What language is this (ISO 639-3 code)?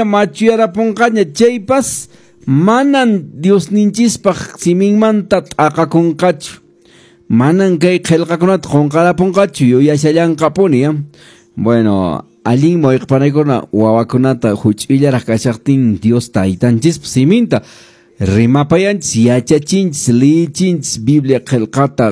que